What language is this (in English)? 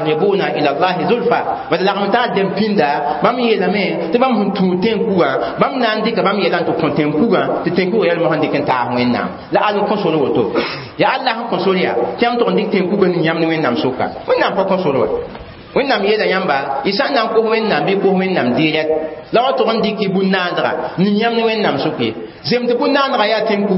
Mossi